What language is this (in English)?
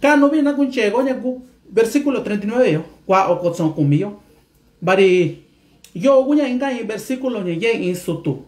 Mixtepec Mixtec